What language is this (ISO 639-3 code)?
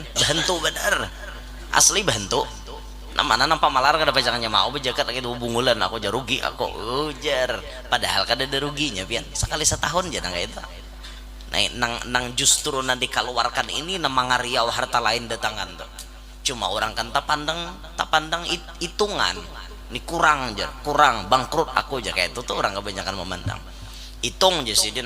bjn